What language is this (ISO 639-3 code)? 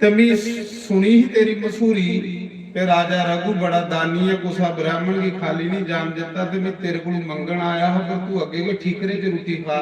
doi